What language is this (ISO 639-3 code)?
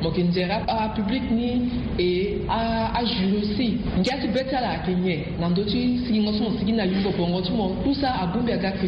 sag